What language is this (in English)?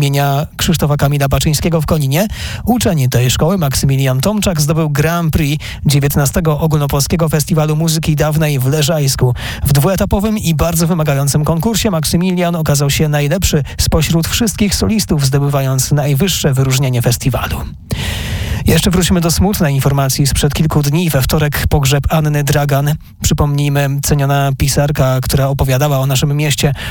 Polish